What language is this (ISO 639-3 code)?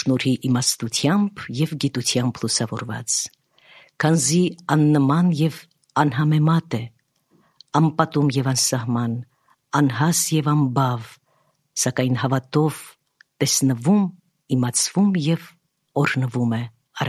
hye